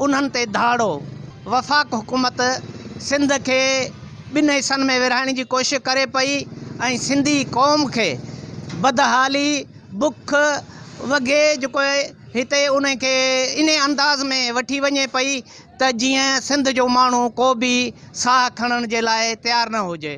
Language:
Sindhi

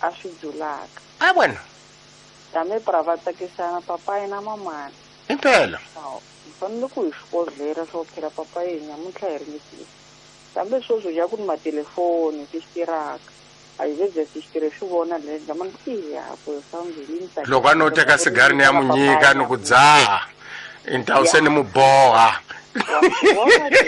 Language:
Tsonga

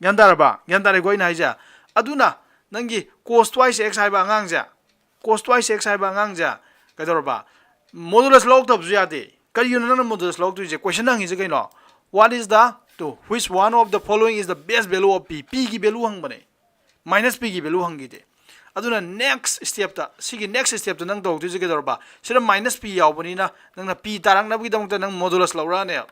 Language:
Manipuri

